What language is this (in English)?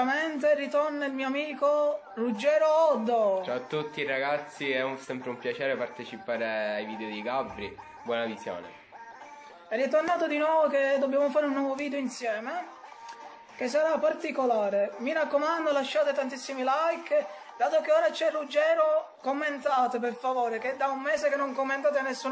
Italian